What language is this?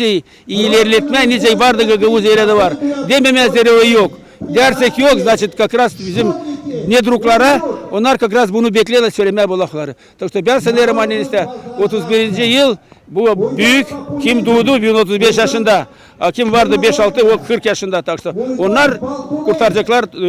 Gagauz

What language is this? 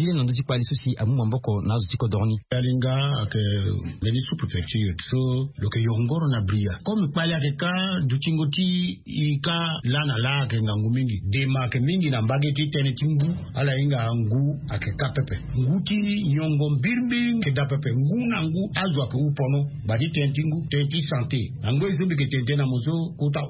Sango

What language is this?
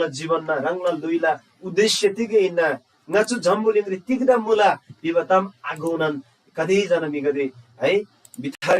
Eastern Tamang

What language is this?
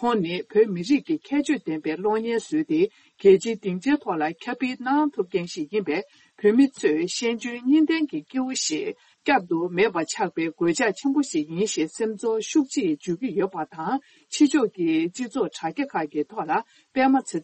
Tibetan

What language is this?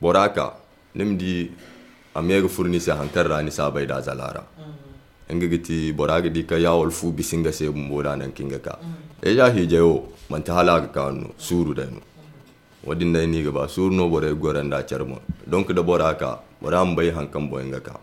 Zarma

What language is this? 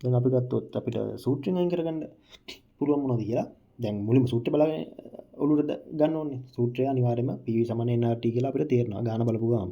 Sinhala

